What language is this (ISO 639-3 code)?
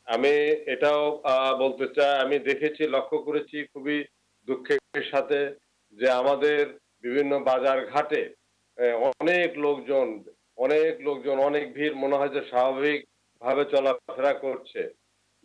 ben